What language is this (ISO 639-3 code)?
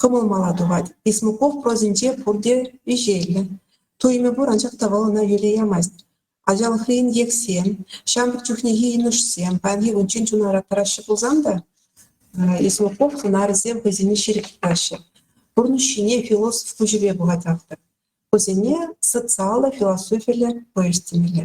chv